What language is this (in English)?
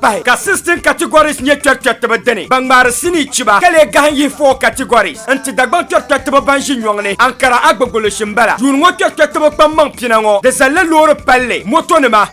Dagbani